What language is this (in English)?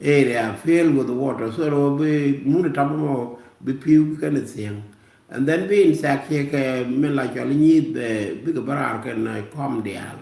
Nuer